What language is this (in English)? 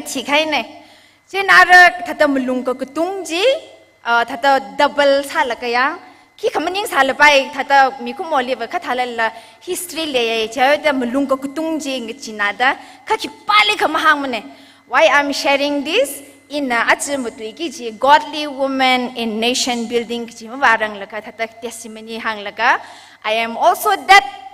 Tangkhul Naga (India)